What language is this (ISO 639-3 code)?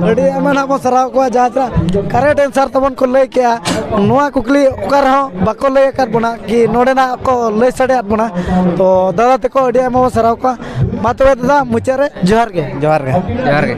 sat